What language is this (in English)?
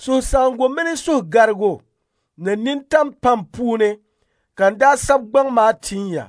Dagbani